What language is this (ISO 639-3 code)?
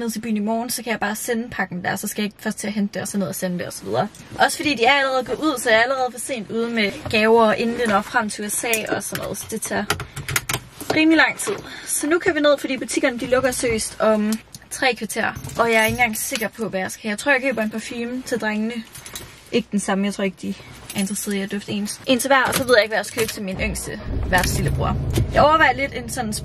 dan